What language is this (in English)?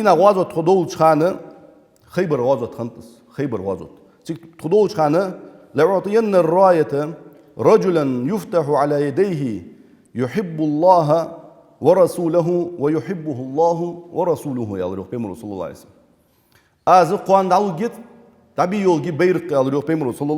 Ingush